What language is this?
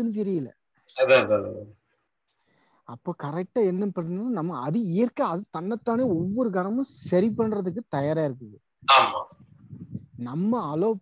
Tamil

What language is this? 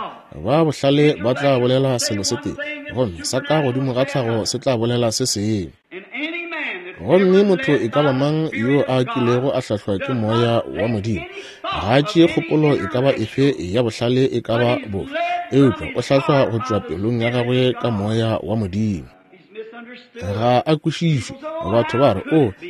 Northern Sotho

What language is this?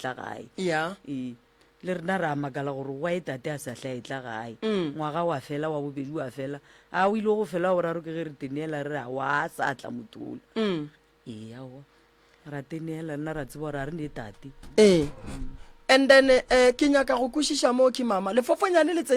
Northern Sotho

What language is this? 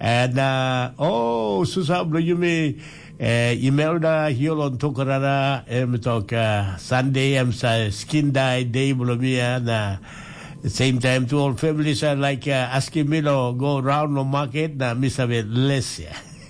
Tok Pisin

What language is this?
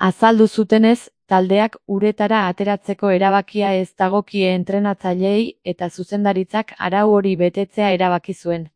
Basque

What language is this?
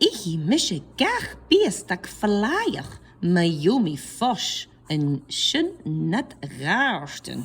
Scottish Gaelic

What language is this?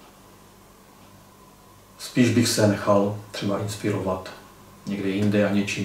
Czech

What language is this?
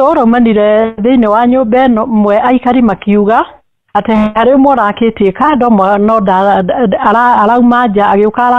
Kikuyu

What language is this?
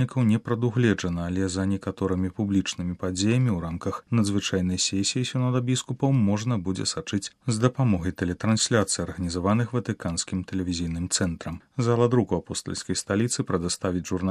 Belarusian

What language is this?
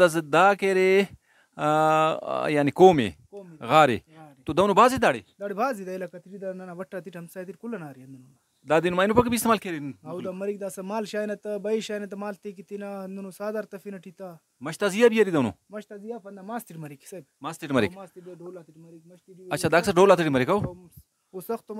Brahui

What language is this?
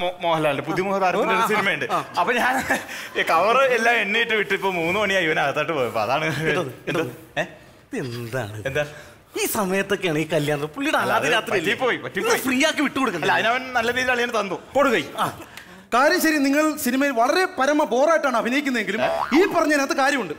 Malayalam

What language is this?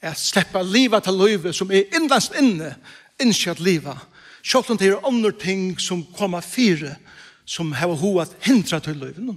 Faroese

